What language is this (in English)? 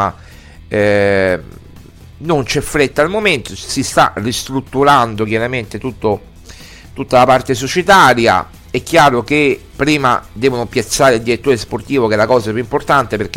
Italian